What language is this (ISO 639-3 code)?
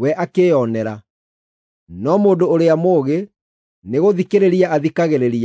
kik